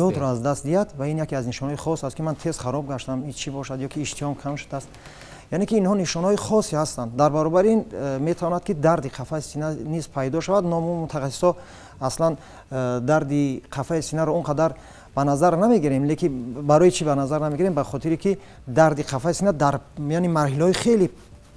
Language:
Tajik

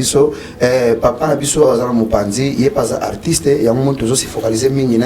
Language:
Lingala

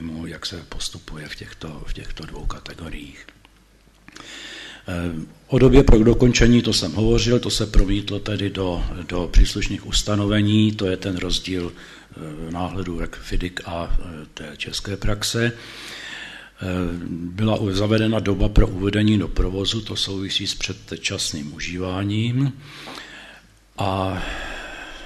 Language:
Czech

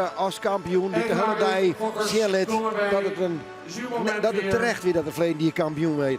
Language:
Western Frisian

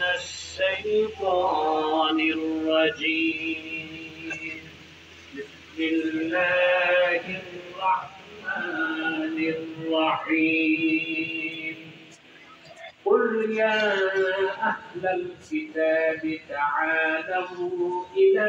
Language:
Bangla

